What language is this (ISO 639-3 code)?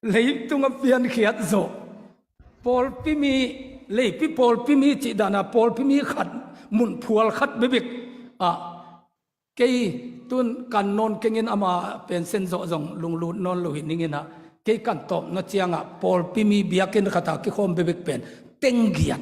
ctd